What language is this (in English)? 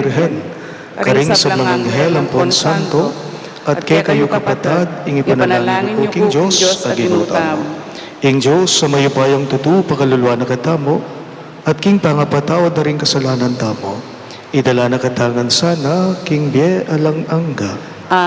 Pampanga